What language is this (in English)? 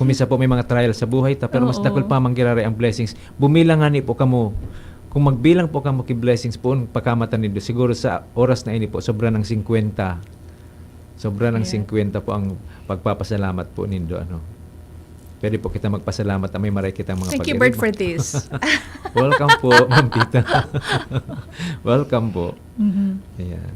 Bikol